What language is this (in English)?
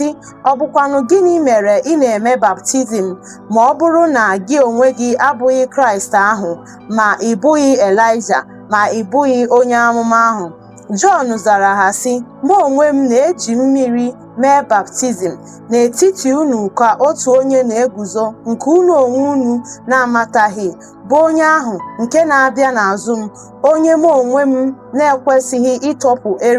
Igbo